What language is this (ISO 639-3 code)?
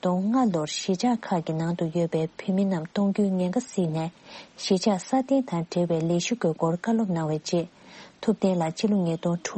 bod